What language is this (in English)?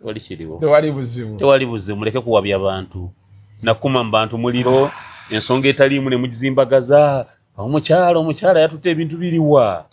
Ganda